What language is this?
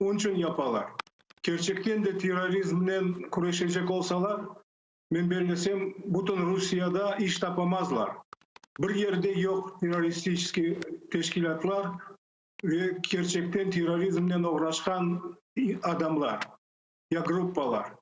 Crimean Tatar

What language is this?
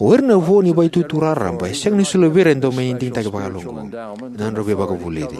Fijian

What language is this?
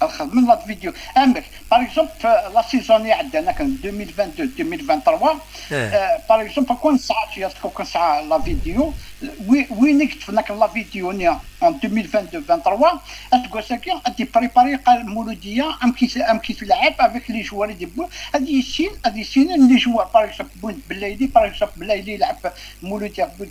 Kabyle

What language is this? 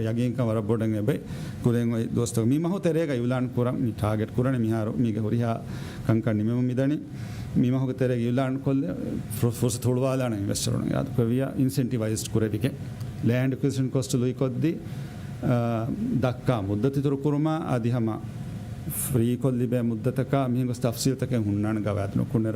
Divehi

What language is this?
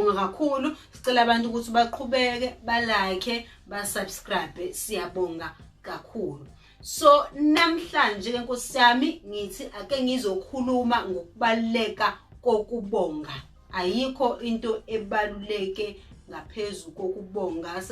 Zulu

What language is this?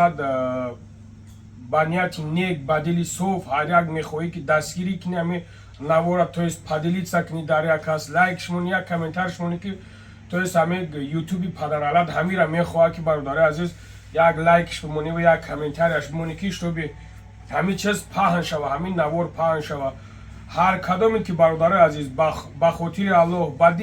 Tajik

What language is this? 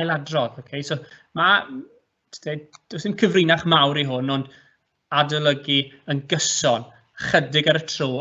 Welsh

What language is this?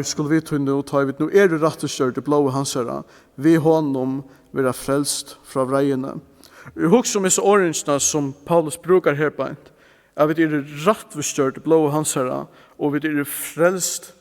Faroese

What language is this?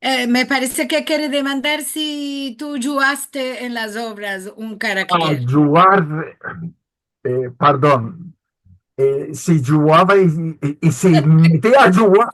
Ladino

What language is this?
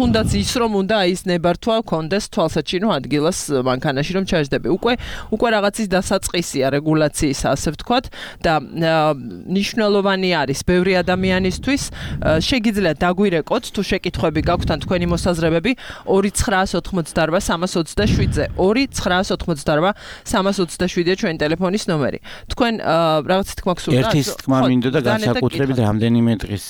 Georgian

